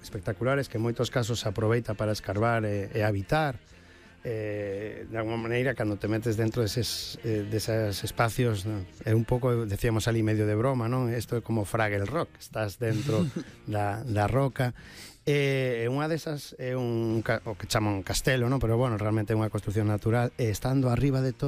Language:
Galician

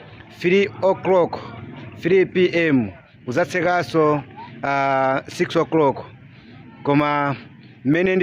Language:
Nyanja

